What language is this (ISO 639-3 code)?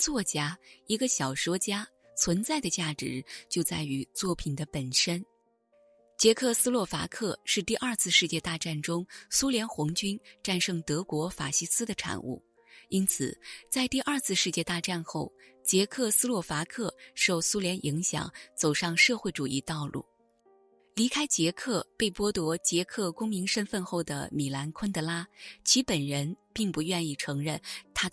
zho